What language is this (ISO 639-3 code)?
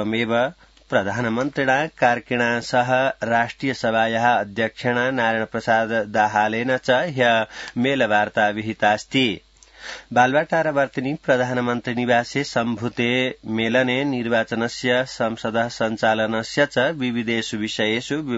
san